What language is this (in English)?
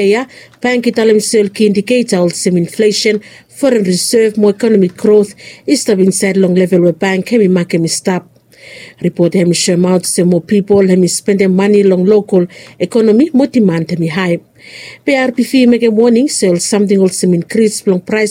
Bislama